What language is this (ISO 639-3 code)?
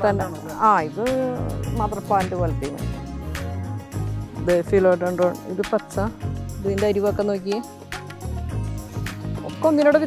mal